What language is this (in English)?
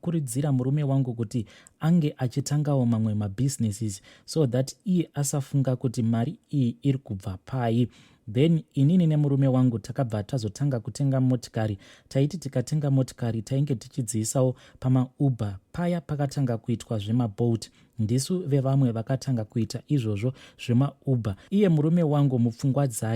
Shona